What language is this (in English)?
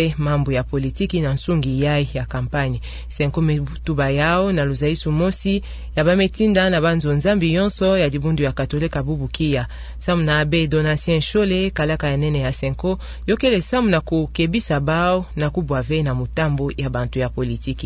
Kituba (Democratic Republic of Congo)